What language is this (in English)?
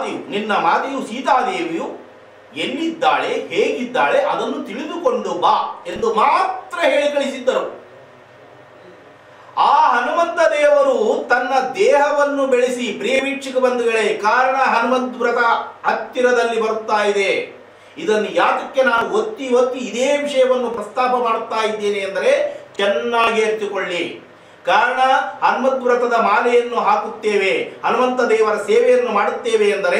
Kannada